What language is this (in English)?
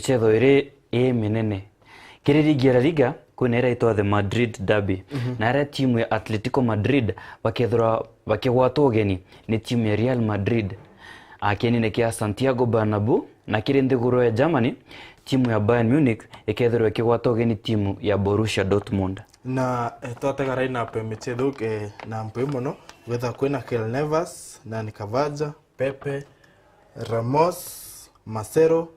Meru